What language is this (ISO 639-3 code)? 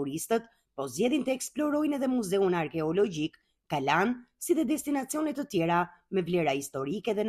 sqi